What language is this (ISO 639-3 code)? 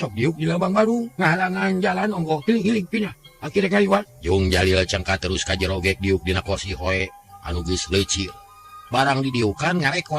sun